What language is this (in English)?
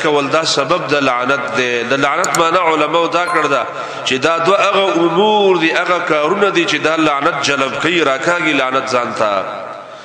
Pashto